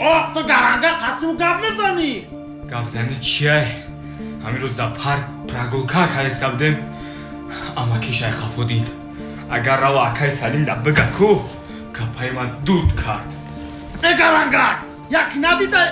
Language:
Tajik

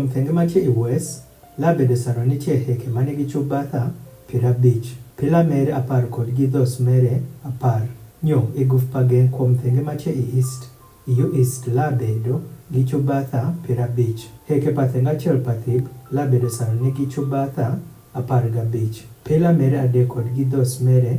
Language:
Adhola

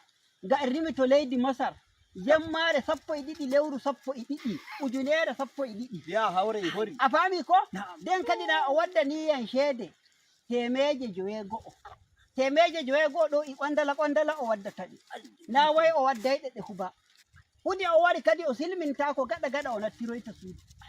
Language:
Nigerian Fulfulde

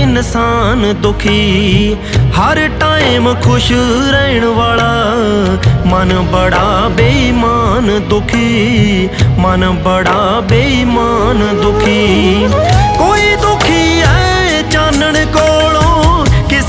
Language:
Punjabi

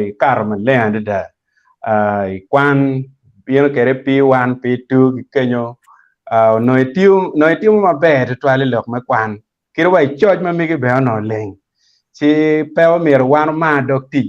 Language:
Acoli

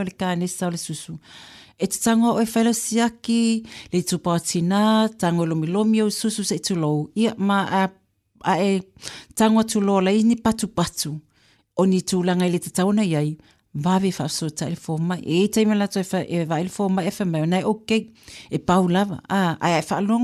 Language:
Samoan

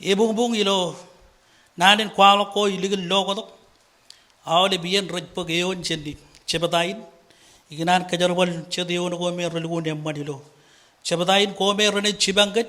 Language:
Marshallese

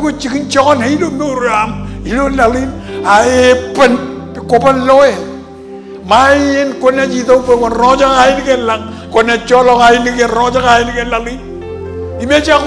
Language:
Marshallese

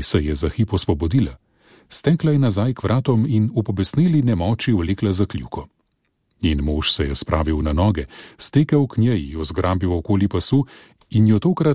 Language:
Slovenian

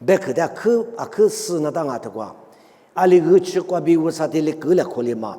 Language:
Lisu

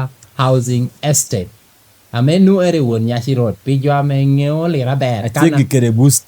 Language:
Lango (Uganda)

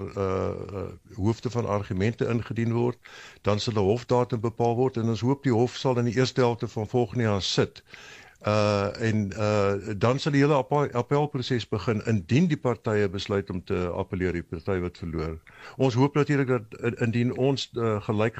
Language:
Afrikaans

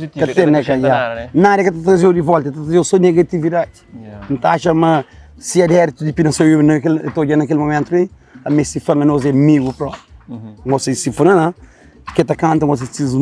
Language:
Kabuverdianu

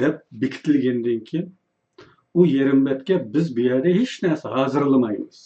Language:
Uyghur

